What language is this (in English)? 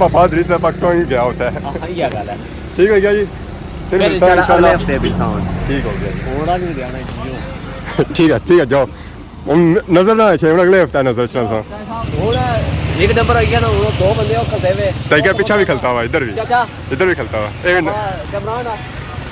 Pahari-Potwari